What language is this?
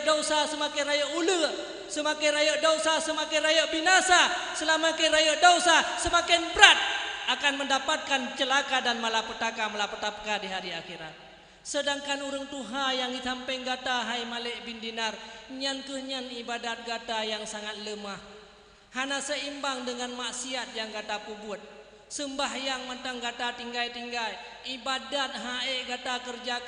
Achinese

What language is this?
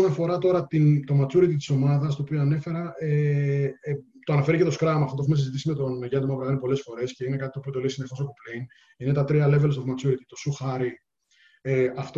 Greek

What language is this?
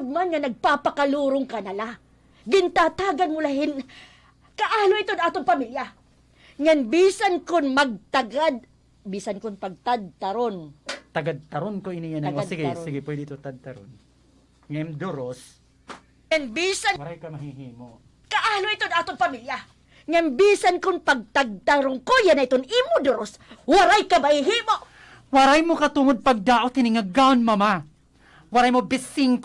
Waray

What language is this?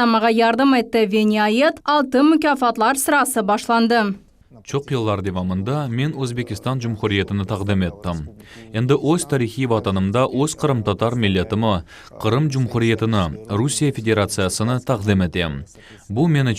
Crimean Tatar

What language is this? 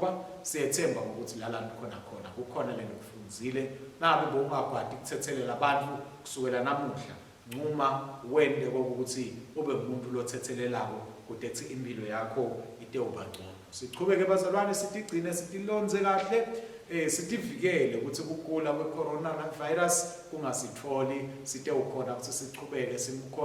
Swati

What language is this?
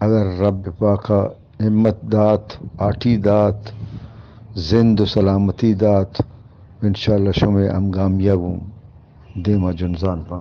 Eastern Balochi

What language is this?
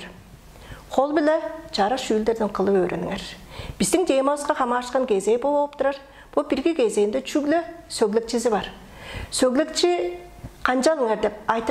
Tuvinian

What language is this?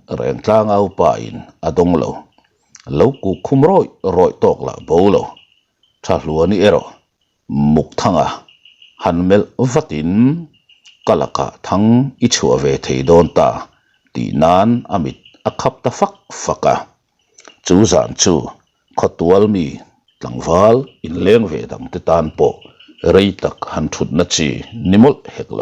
Mizo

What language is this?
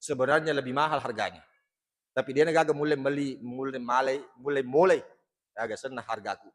Buginese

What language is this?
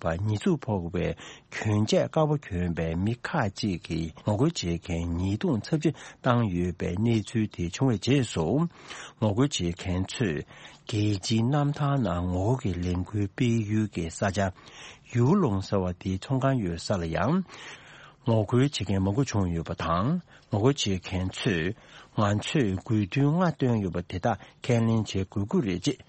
Tibetan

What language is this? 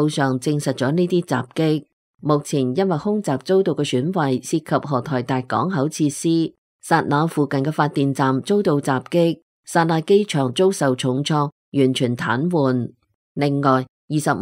Cantonese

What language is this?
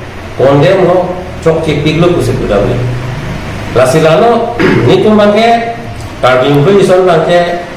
Karbi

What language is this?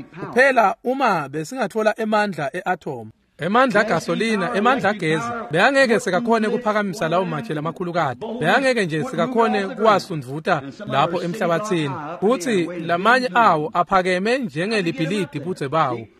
Swati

